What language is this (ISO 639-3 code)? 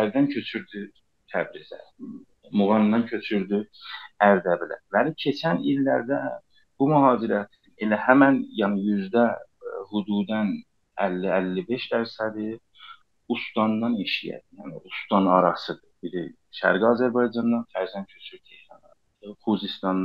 azb